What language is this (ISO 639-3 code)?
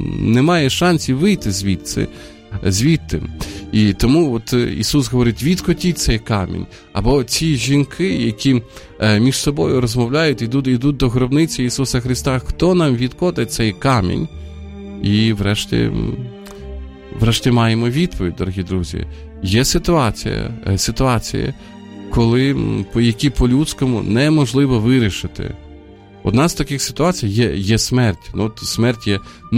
ukr